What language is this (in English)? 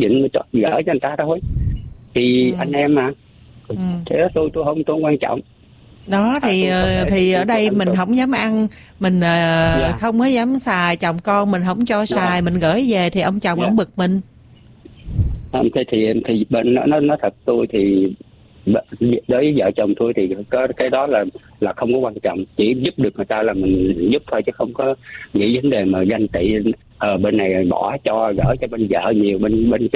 Vietnamese